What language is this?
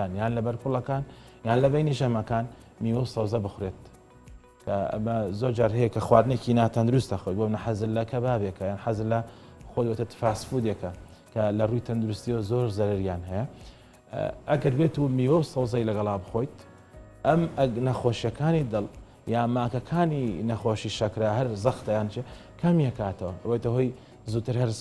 Central Kurdish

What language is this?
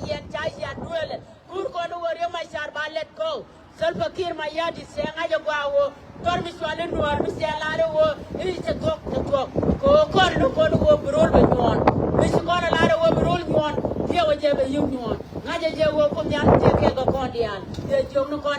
Nuer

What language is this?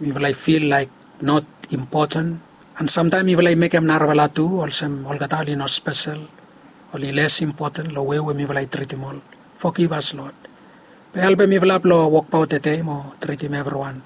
Bislama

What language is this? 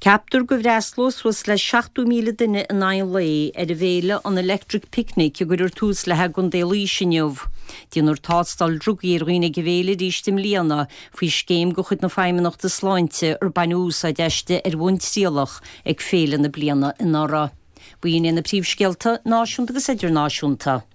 Irish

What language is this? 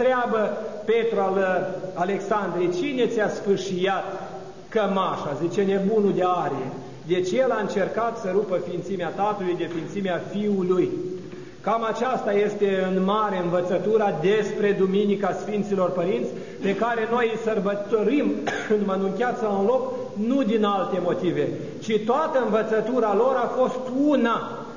Romanian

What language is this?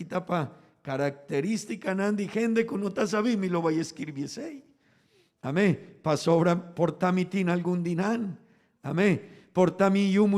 Papiamento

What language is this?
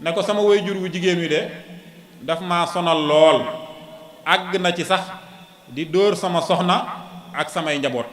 Wolof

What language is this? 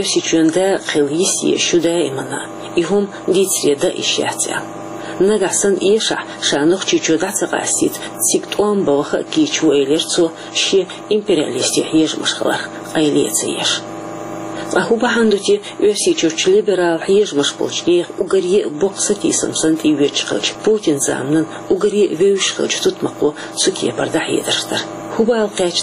Chechen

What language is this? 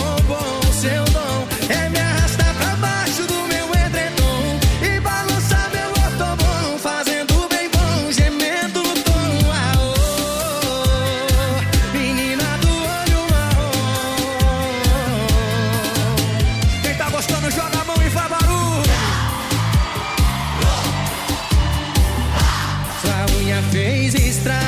Portuguese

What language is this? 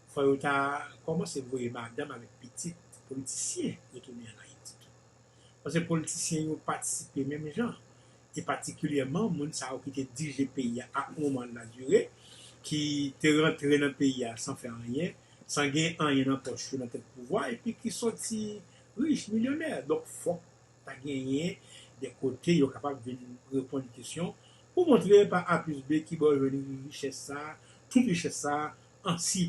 Haitian Creole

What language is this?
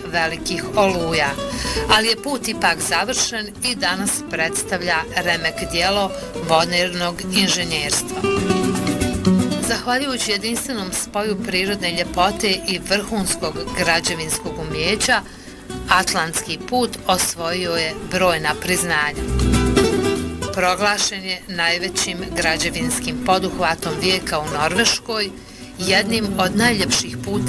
Bosnian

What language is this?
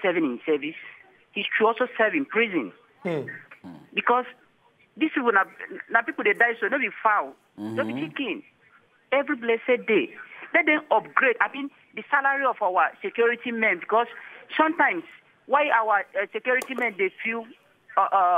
Nigerian Pidgin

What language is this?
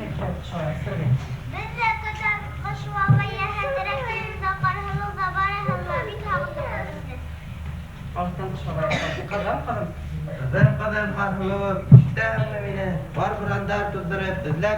Bashkir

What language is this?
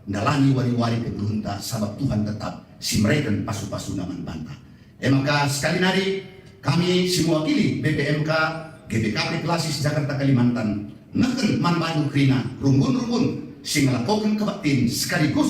Batak Karo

